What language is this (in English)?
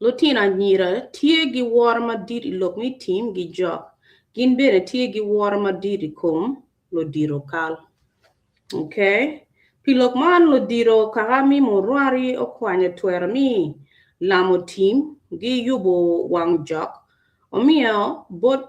Acoli